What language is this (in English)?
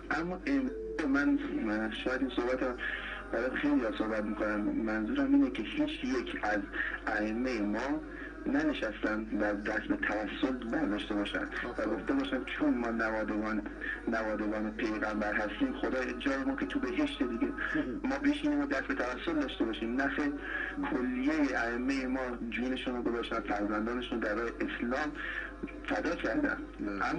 Persian